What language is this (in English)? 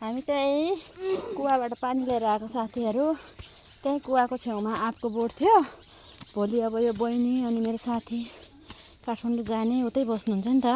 Nepali